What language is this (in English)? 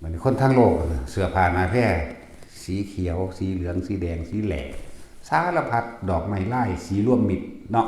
Northeastern Thai